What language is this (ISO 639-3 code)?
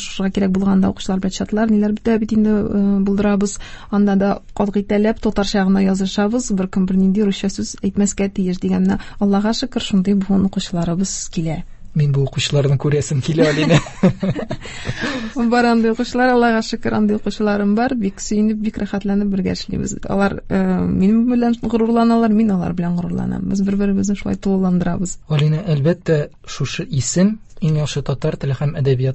tat